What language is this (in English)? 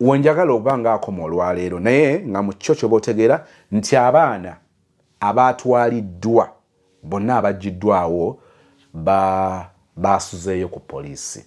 Ganda